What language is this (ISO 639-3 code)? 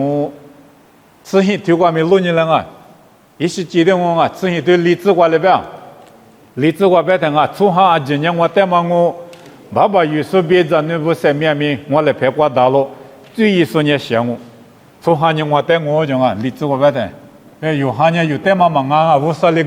lis